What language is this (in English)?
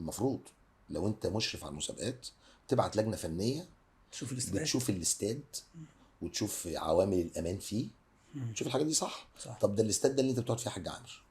Egyptian Arabic